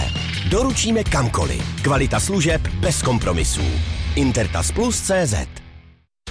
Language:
Czech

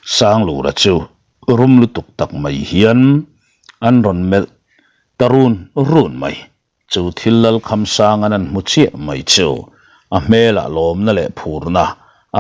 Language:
Mizo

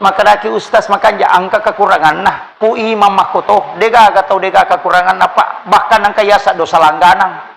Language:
Buginese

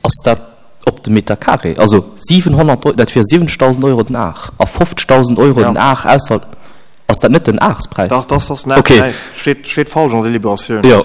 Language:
Luxembourgish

